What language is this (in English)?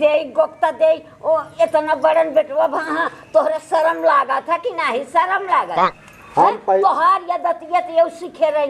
Awadhi